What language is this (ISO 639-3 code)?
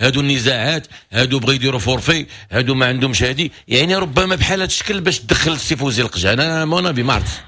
ary